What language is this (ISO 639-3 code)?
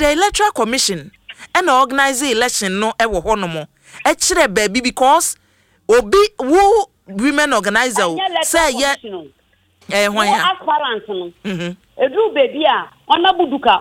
aka